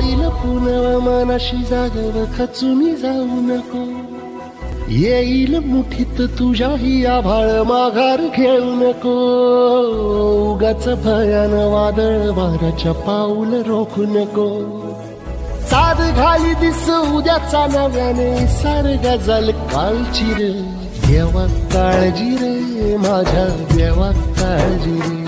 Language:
Marathi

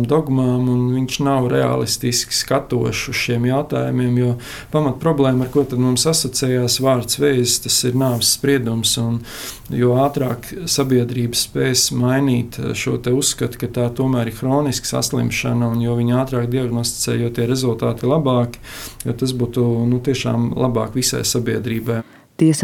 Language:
Latvian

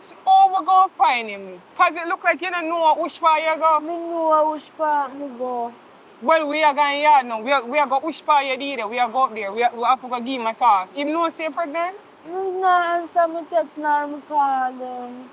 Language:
Jamaican Creole English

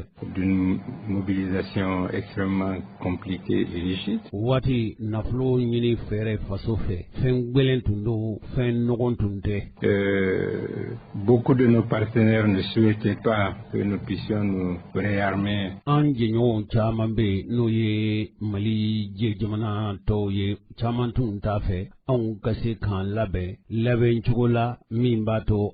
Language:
Bambara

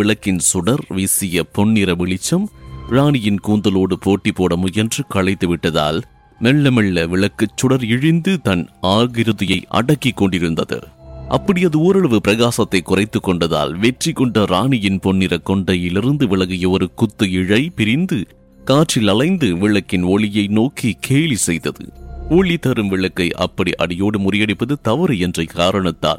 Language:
Tamil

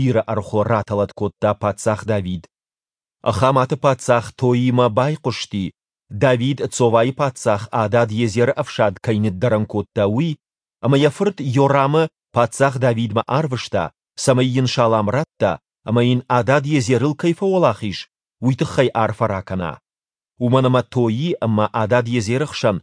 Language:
Ossetic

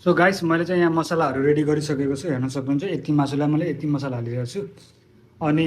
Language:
Nepali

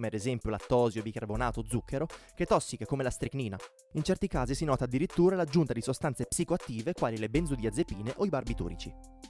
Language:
Italian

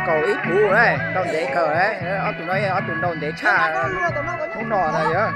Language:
Hmong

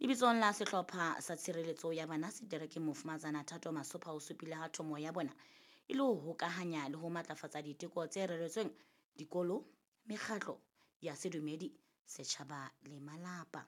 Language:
Southern Sotho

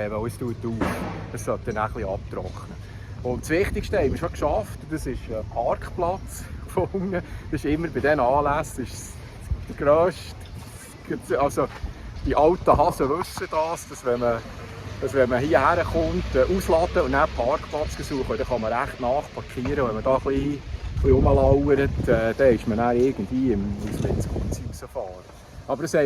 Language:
Swiss German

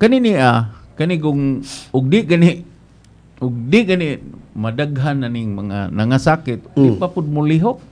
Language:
Cebuano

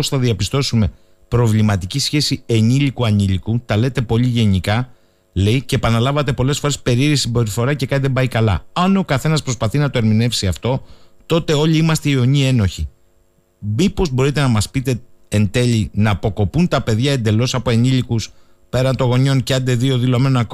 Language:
Greek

